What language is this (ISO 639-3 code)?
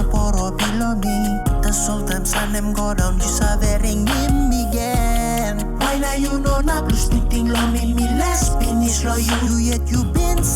tpi